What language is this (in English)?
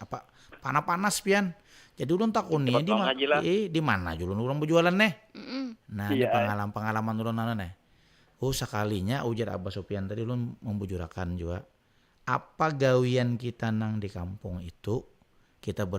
Banjar